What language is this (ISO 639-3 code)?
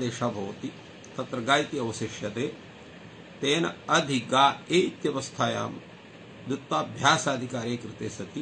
san